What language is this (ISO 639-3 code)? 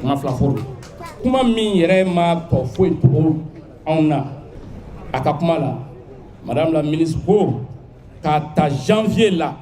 bam